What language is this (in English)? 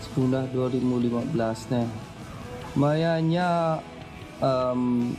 Iban